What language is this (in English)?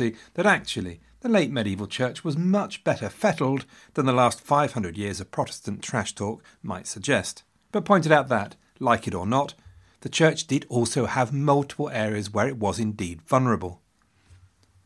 English